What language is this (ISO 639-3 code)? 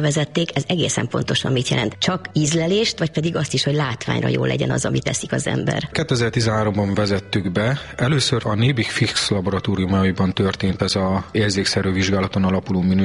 hun